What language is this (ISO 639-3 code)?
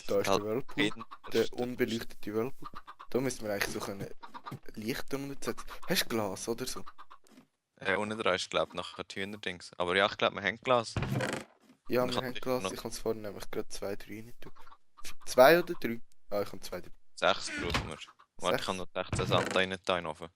gsw